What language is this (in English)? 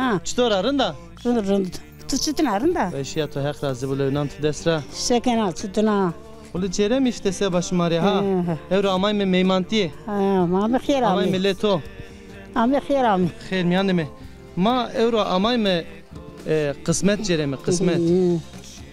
Zaza